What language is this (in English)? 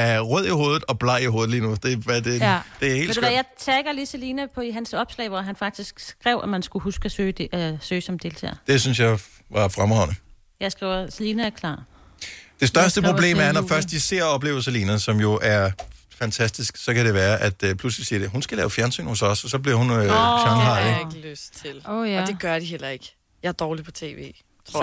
Danish